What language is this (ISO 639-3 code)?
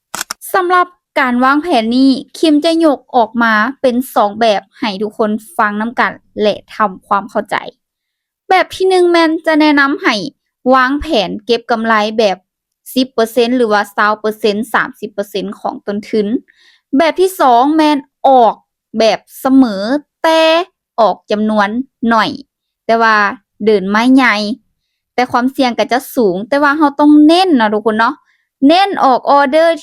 lao